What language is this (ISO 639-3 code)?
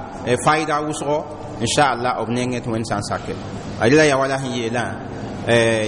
mos